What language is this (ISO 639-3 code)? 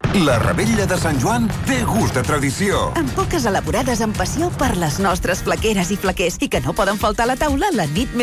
cat